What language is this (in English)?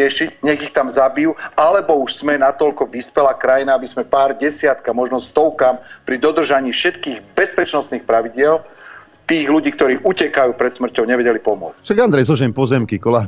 Slovak